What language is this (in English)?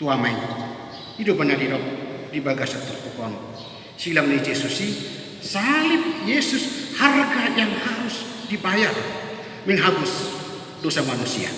Batak Toba